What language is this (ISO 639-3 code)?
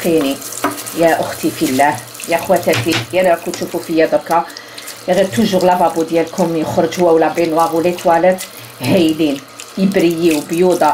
arq